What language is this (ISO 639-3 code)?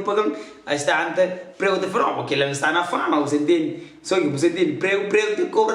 kea